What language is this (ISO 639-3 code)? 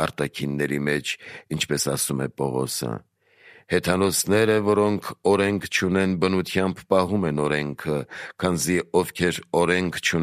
hye